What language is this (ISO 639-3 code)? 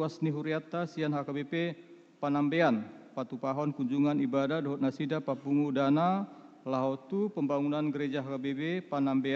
bbc